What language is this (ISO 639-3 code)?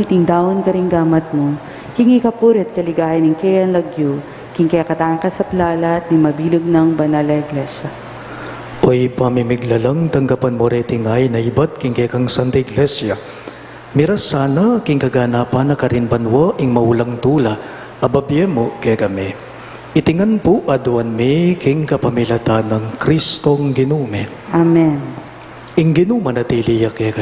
pam